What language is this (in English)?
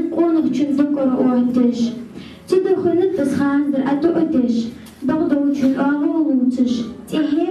Ingush